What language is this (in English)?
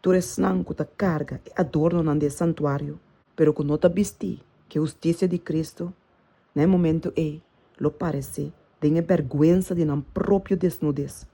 Papiamento